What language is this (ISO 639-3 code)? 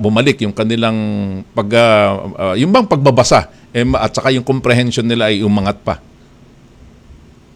fil